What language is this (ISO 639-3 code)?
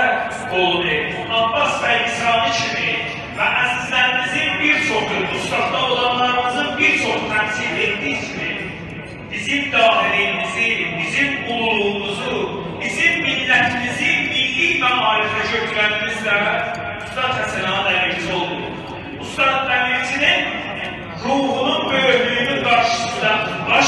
azb